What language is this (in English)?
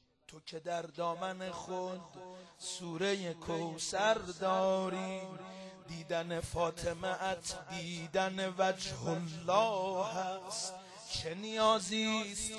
Persian